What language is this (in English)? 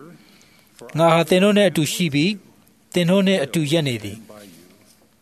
Burmese